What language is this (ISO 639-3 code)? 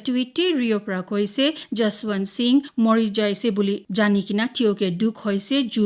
nag